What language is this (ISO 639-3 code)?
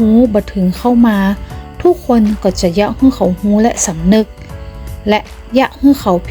nod